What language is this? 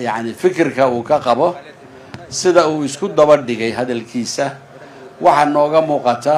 Somali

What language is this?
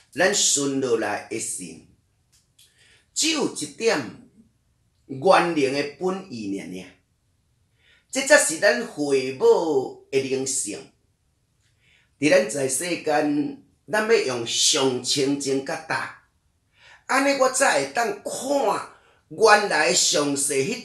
Min Nan Chinese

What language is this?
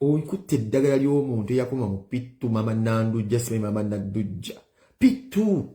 Ganda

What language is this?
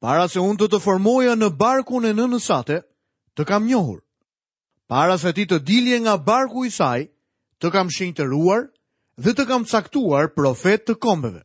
Albanian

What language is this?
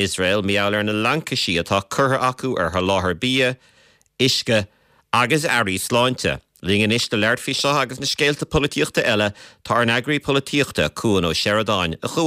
Irish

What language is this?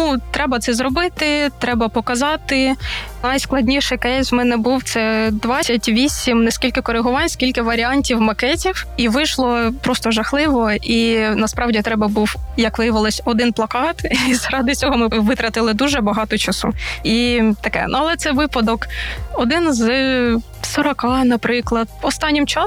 Ukrainian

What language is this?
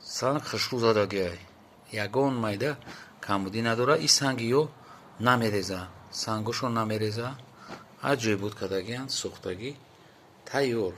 Tajik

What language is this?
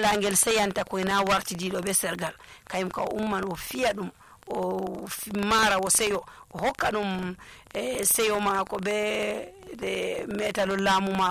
Nigerian Fulfulde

